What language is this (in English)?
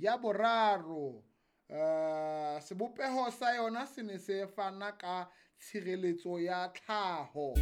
Southern Sotho